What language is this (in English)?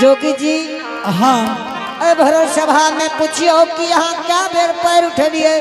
Angika